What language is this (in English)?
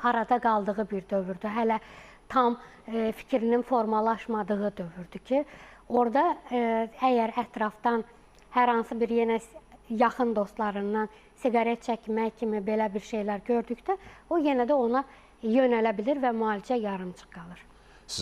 Azerbaijani